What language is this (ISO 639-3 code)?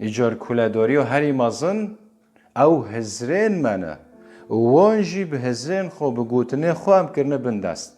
kur